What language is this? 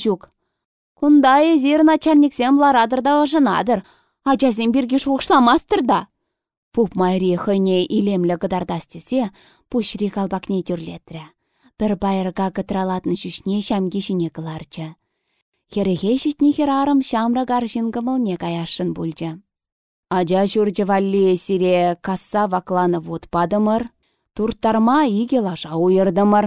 Chuvash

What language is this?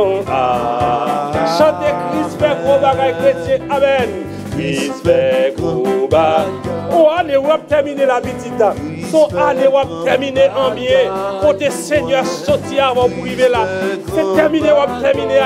Haitian Creole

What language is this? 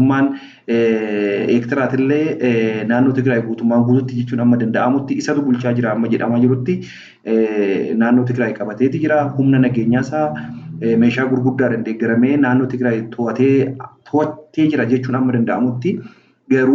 Oromo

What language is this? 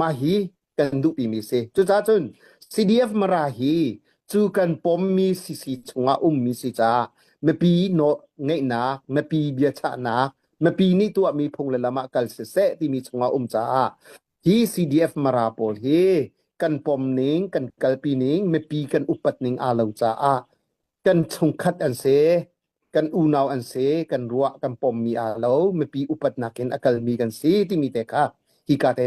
Hakha Chin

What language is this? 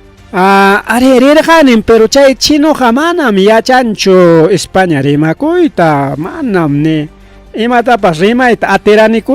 Ayacucho Quechua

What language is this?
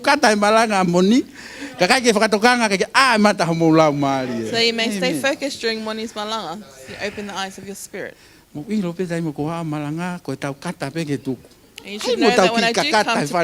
Tongan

